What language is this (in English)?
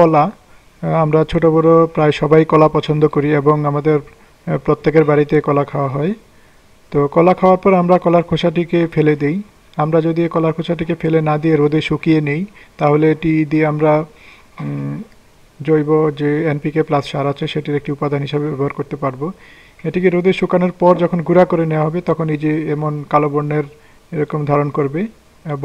Bangla